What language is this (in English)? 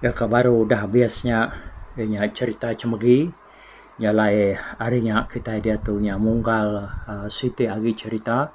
Iban